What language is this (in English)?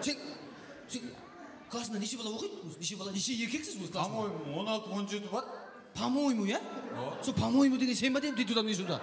Kara-Kalpak